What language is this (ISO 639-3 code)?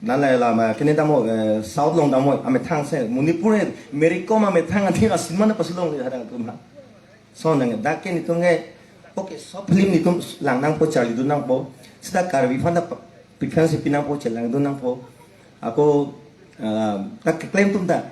mjw